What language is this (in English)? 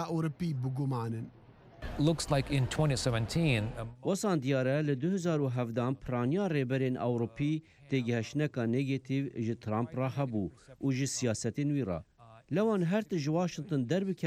Central Kurdish